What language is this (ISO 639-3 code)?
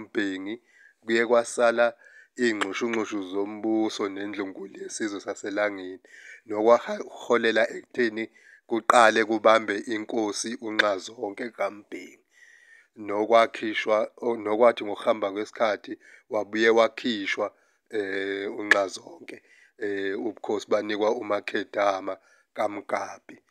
zul